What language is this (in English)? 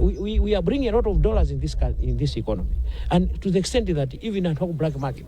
Nyanja